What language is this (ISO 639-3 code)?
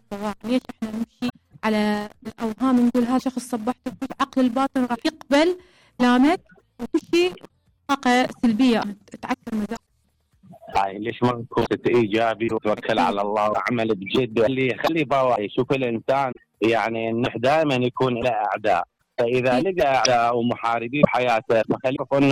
acm